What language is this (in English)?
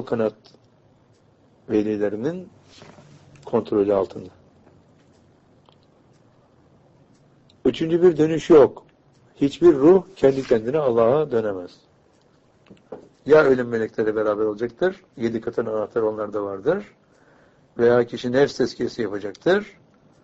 Turkish